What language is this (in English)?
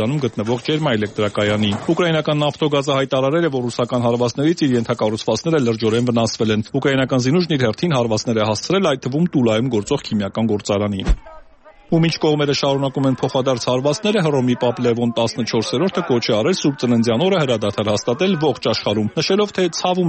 Armenian